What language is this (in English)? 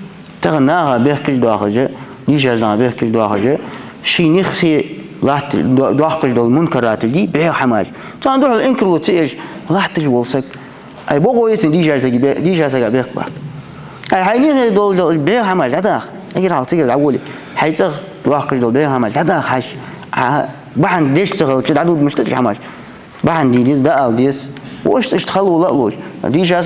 Ingush